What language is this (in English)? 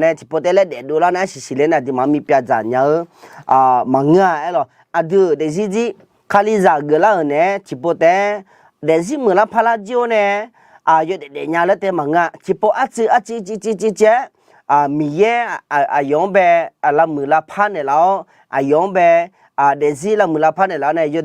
Akha